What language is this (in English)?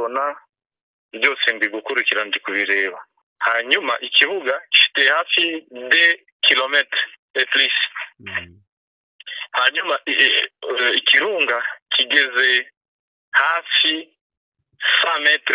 Kinyarwanda